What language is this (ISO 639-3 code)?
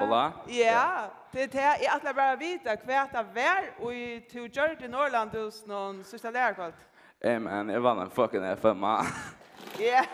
fao